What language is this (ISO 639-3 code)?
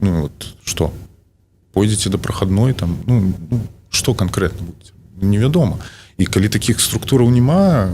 bel